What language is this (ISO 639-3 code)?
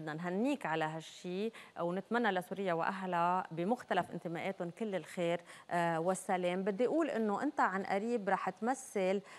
apc